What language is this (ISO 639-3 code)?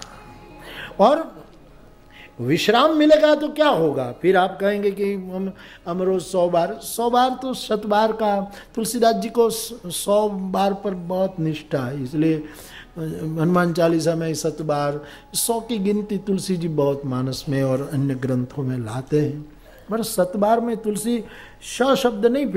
hin